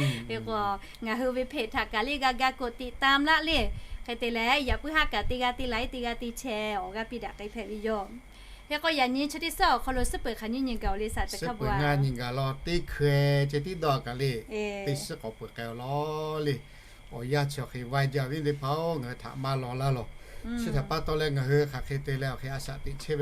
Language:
Lahu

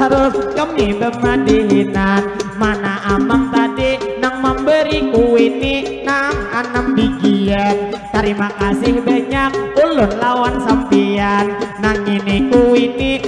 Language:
Banjar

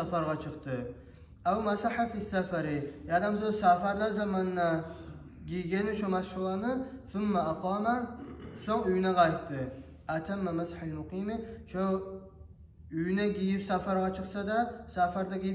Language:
Kumyk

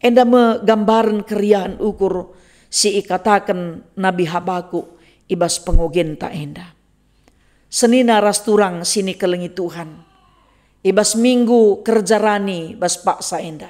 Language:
Batak Karo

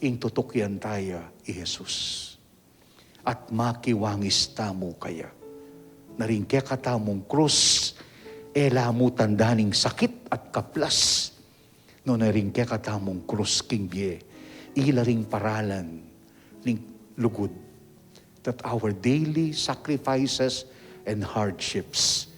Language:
Pampanga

